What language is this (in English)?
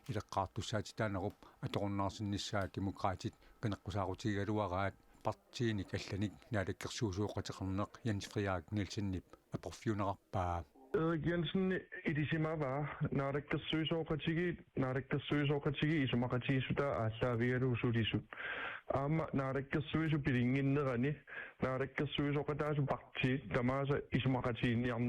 Kalaallisut